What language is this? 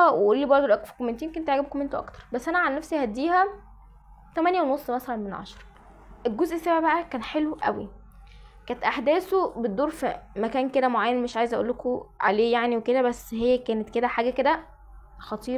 Egyptian Arabic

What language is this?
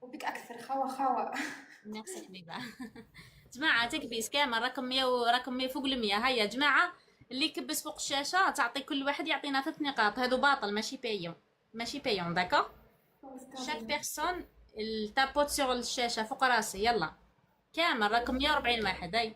Algerian Arabic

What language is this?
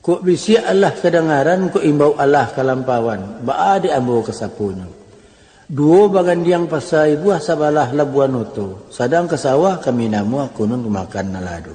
Minangkabau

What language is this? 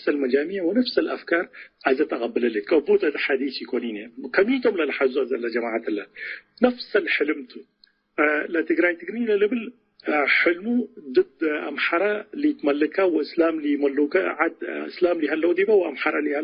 Tigre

